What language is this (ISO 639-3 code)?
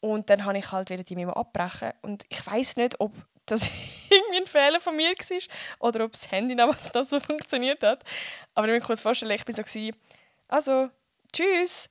gsw